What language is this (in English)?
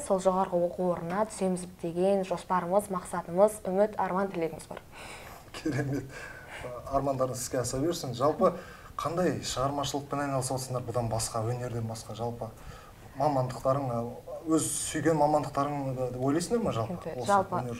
Kazakh